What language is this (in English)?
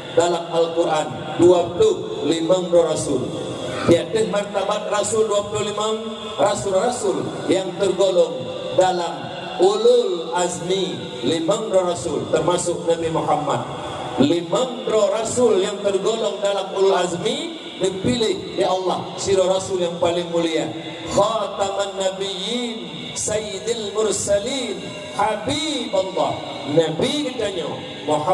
Achinese